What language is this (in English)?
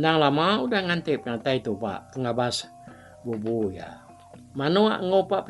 Iban